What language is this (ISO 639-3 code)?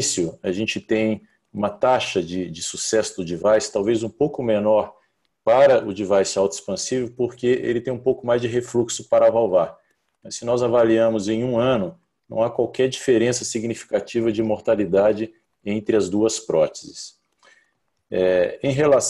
por